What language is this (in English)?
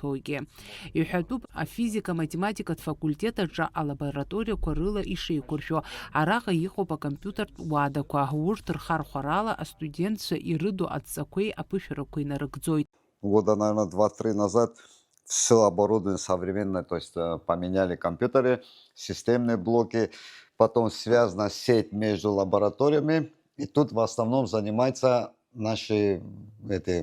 Abkhazian